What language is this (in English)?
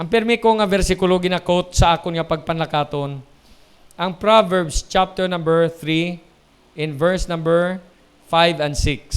Hiligaynon